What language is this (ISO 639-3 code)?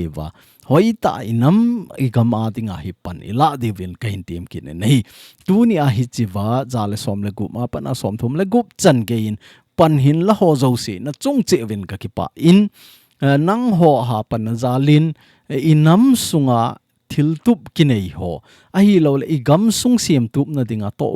tcz